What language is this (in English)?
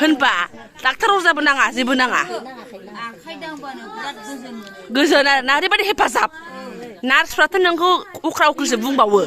Bodo